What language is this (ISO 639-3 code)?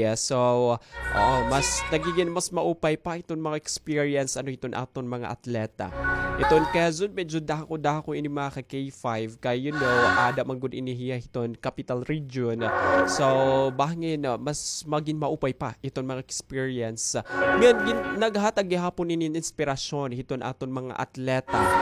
war